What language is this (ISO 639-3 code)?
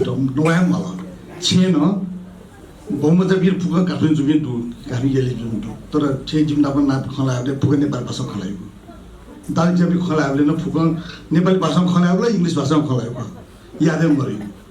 new